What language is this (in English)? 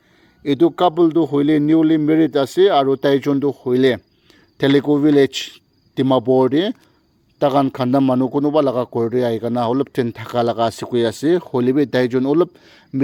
Naga Pidgin